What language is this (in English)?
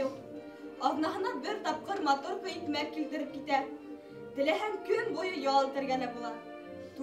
Bashkir